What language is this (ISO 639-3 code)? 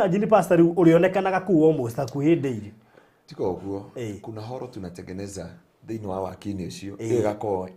kik